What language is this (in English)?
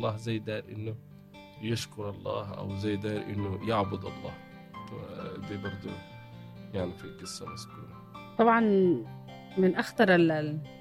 Egyptian Arabic